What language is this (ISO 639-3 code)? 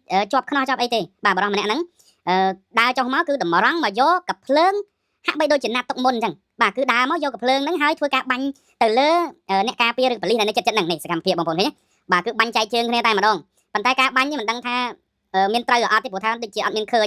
khm